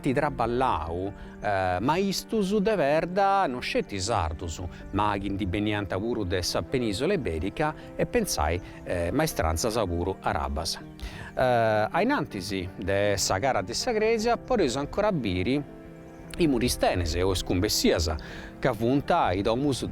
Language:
Sardinian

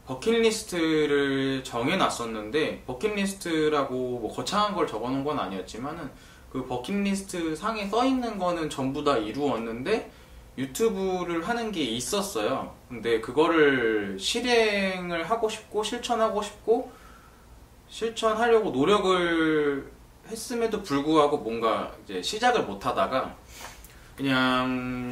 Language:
Korean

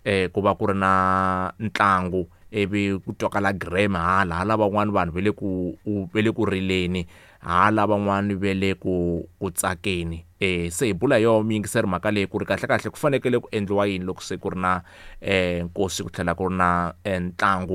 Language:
Tsonga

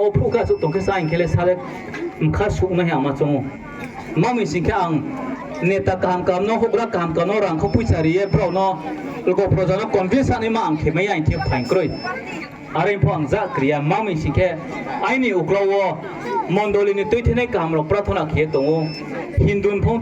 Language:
Riang (India)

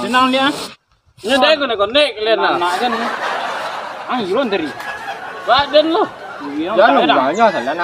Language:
Minangkabau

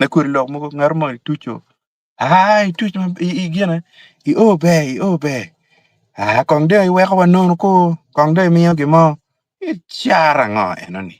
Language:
Acoli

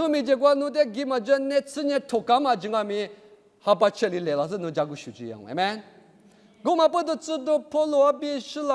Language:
Lisu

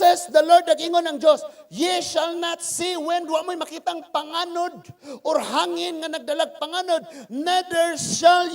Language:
Cebuano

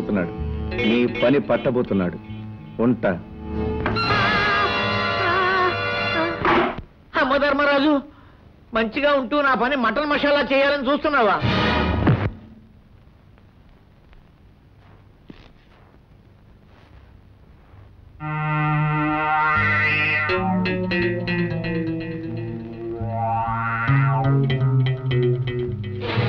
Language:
Telugu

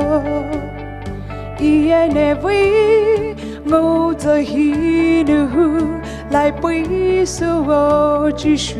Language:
Poumei Naga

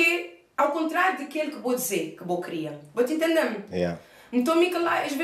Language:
Kabuverdianu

